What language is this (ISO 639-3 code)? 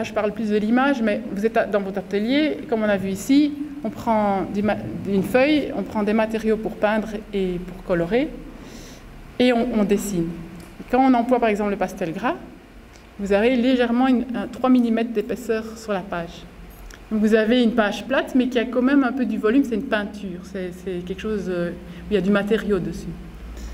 fra